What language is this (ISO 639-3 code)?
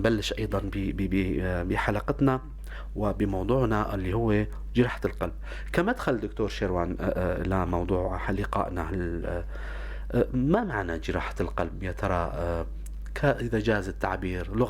apc